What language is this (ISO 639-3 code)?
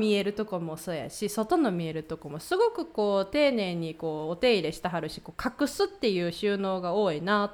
jpn